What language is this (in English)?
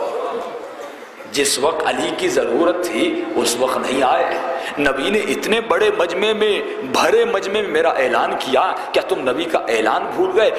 Urdu